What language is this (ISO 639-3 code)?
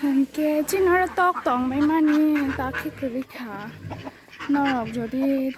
trp